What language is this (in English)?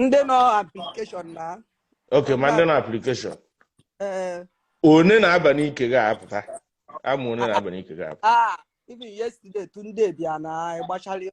Igbo